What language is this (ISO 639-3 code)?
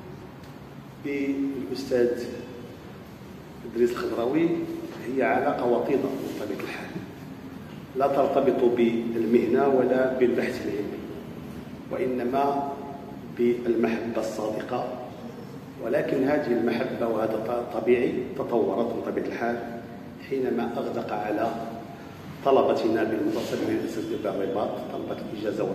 ara